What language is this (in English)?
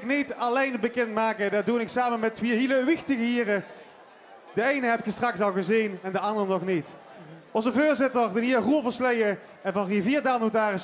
Limburgish